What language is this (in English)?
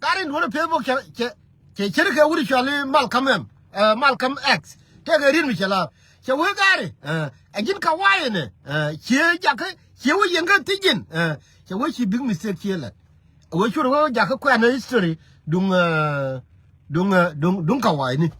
Nuer